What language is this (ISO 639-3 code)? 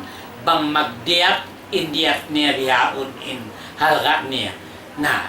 tsg